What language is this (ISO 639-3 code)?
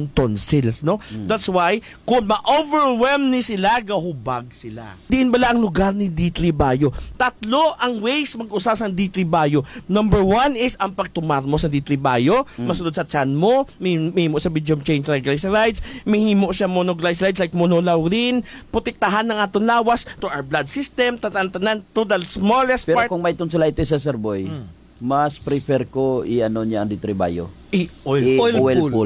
hil